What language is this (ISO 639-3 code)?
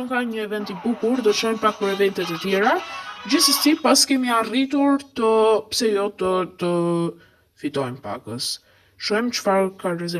sqi